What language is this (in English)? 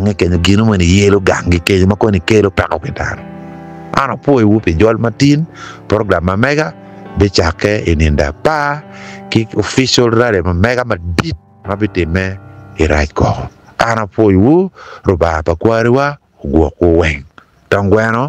Acoli